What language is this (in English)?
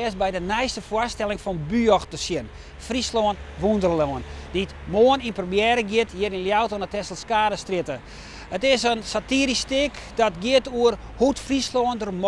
Western Frisian